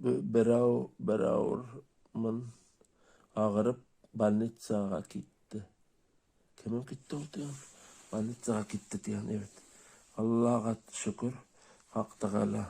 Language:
Bashkir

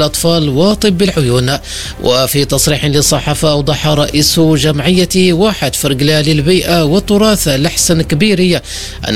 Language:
Arabic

